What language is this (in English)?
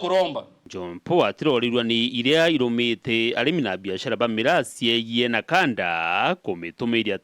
Meru